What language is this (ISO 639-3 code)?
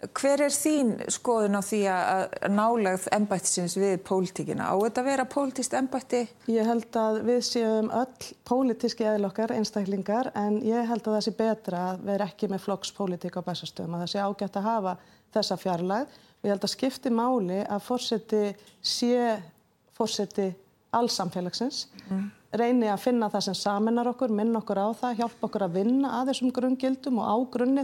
isl